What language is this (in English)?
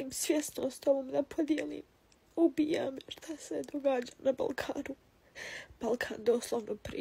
Bosnian